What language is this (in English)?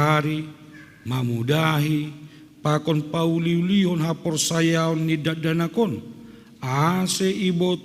Batak Simalungun